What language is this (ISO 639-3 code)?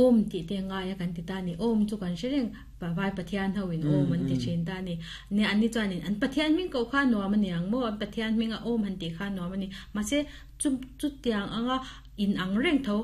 lus